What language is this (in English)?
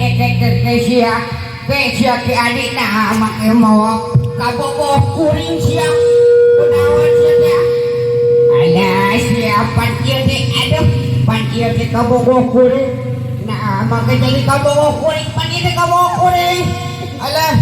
Sundanese